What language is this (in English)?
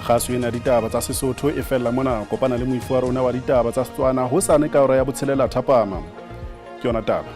Southern Sotho